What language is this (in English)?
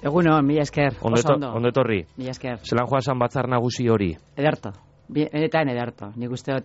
Basque